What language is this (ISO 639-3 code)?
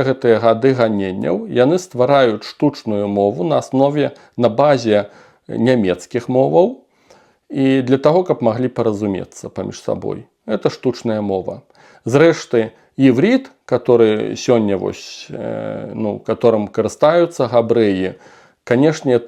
bel